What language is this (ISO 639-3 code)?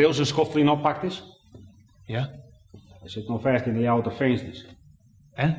fry